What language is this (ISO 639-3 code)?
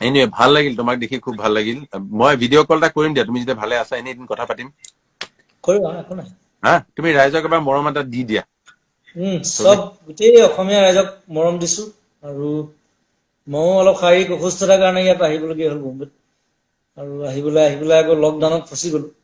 asm